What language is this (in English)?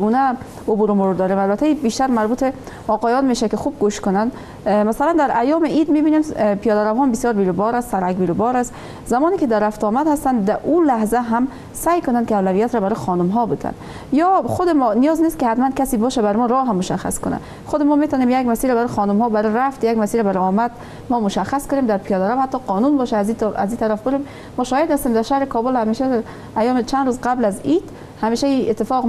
Persian